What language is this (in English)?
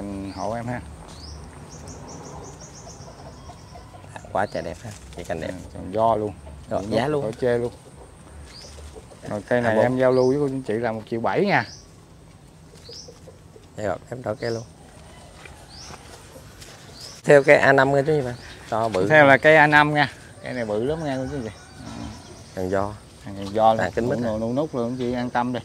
Vietnamese